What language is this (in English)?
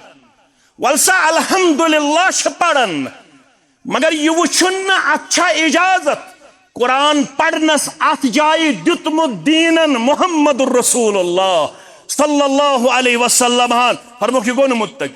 Kashmiri